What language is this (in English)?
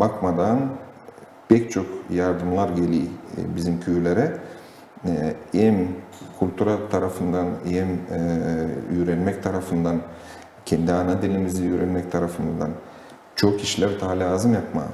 Gagauz